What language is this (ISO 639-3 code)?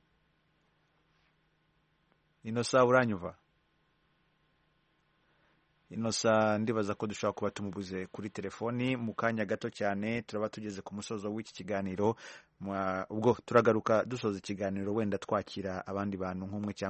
kin